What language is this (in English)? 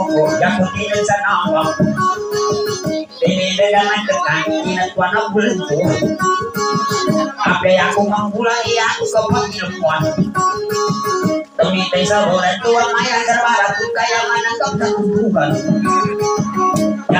Maguindanaon